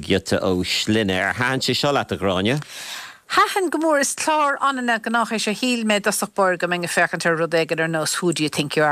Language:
Irish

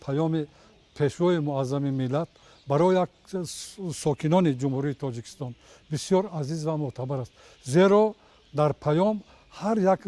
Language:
Tajik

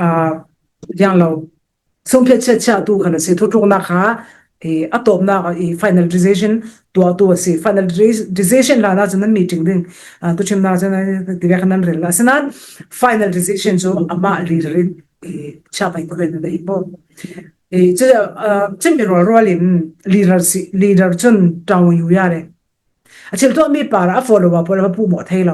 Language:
Falam Chin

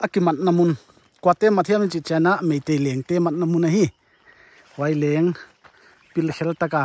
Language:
Paite Chin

